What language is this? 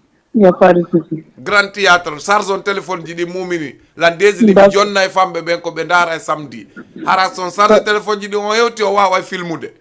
Fula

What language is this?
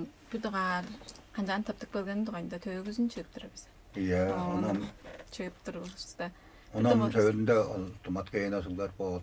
Tuvinian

